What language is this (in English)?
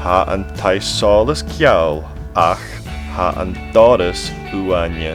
Scottish Gaelic